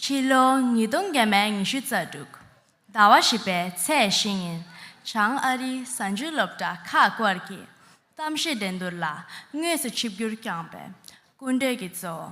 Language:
Tibetan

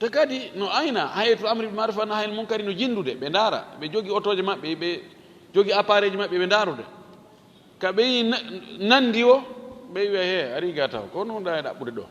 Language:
Fula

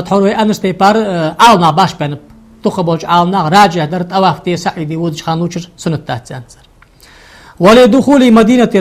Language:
Ingush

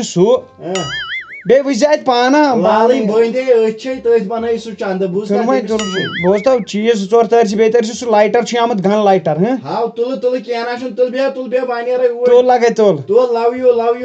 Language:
Kashmiri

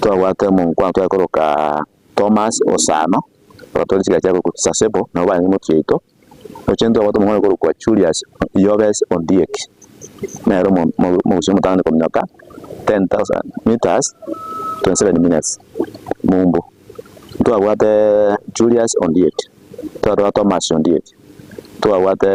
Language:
Gusii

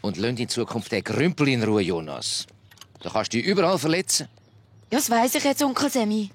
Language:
Swiss German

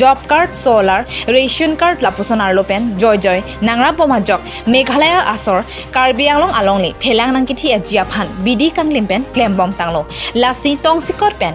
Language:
Karbi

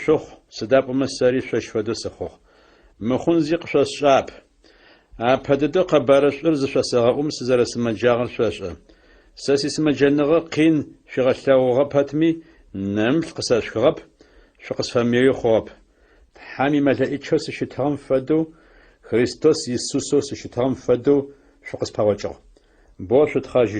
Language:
Adyghe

